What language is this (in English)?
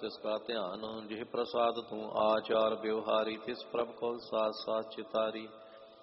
Punjabi